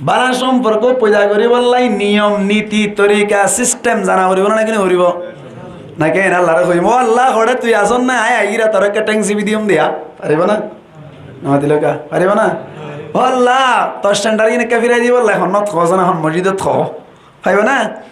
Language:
Rohingya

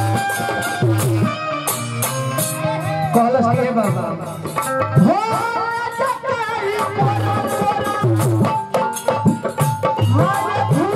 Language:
Bhojpuri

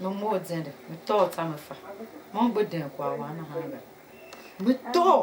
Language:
Tiv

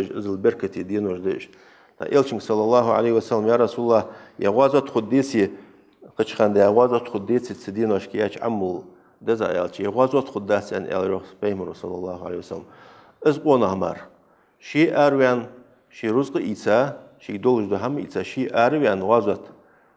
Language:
Ingush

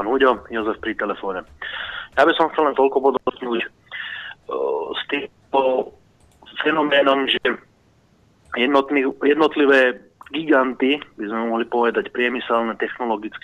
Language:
Slovak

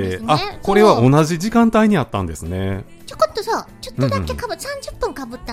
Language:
Japanese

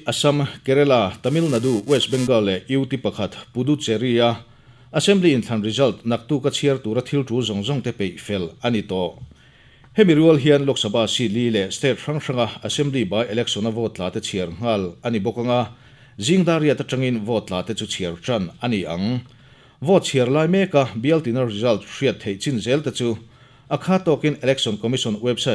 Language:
Mizo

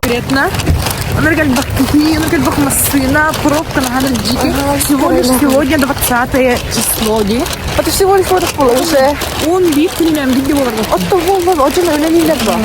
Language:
Yakut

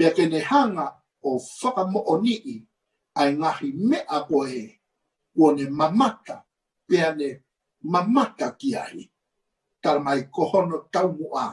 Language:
Tongan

